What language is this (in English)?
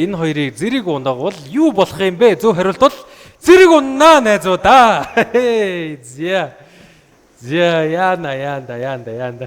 Mongolian